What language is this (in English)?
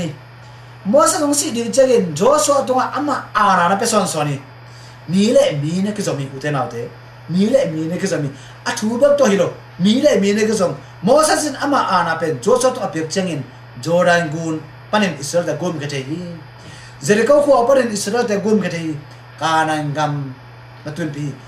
Tedim Chin